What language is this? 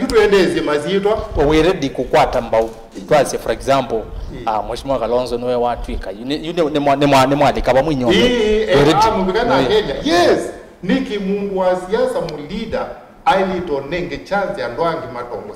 Kamba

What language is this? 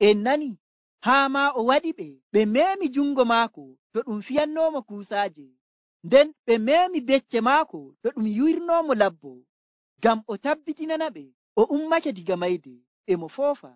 Nigerian Fulfulde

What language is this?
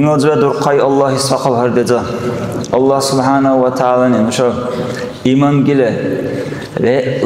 Dargwa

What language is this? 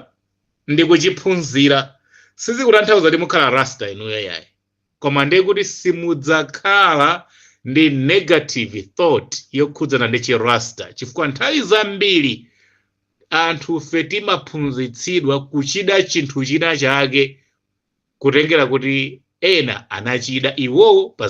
Nyanja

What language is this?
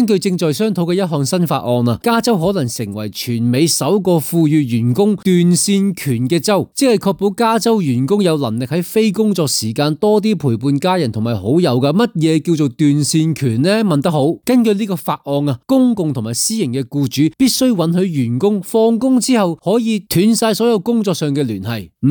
Cantonese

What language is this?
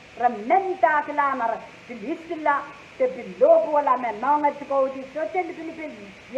Pohnpeian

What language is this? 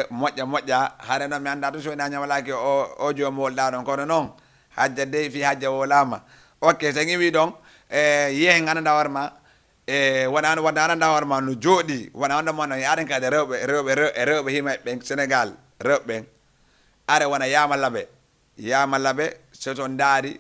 Fula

